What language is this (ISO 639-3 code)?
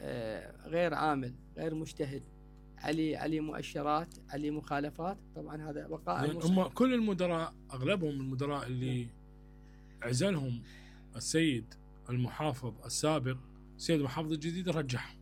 acm